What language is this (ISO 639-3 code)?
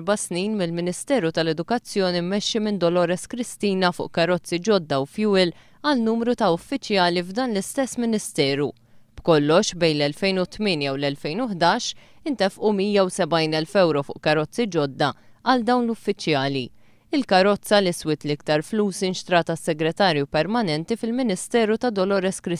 mlt